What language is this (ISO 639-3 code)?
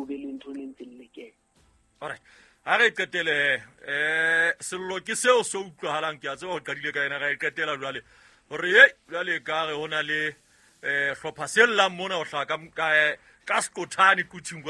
sot